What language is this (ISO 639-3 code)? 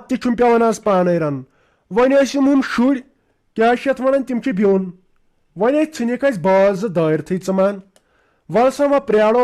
kas